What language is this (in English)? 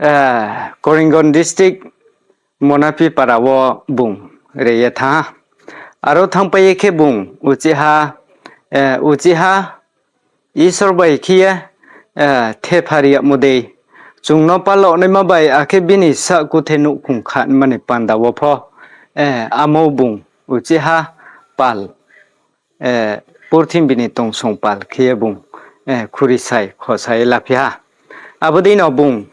Riang (India)